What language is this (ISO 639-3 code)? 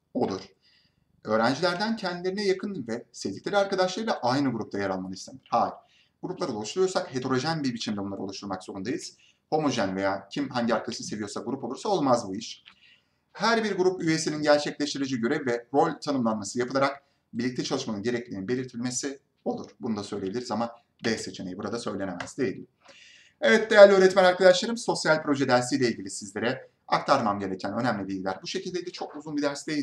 tur